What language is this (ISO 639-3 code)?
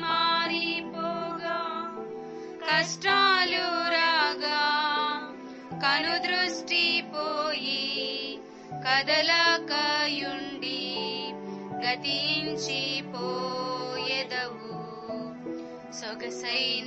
tel